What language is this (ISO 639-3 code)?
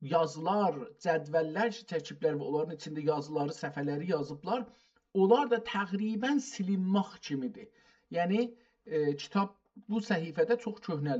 azb